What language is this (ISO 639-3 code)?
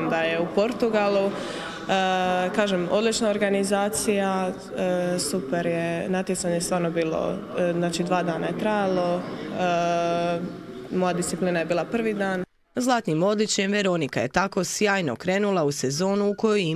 hrv